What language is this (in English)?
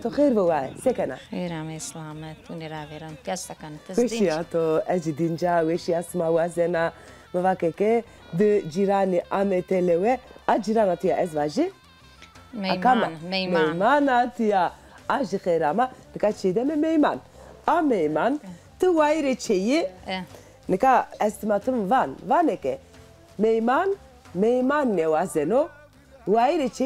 Zaza